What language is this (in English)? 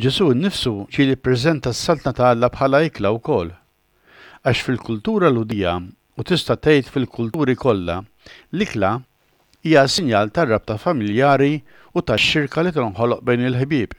Maltese